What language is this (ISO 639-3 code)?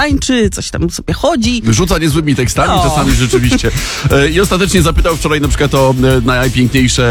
pol